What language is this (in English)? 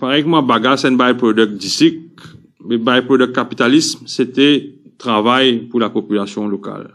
Morisyen